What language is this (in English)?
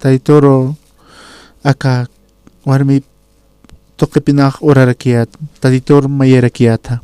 Aymara